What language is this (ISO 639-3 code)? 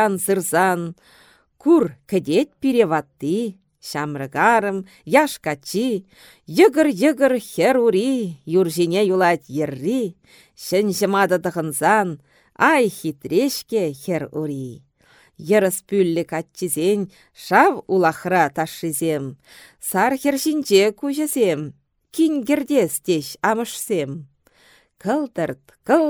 chv